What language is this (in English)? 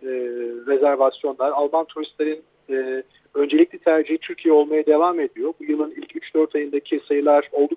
Turkish